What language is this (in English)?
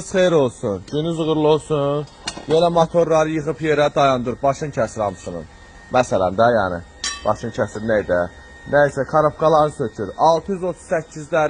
Azerbaijani